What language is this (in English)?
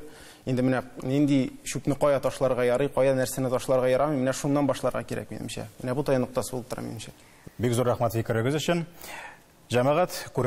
Tatar